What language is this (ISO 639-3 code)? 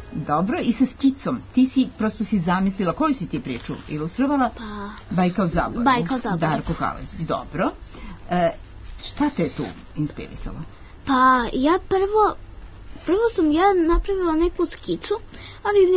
srp